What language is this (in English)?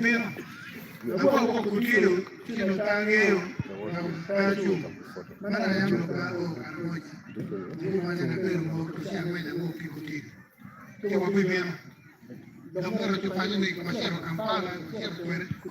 Acoli